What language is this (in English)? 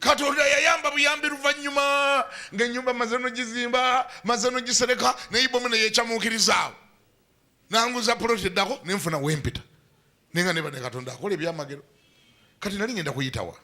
Ganda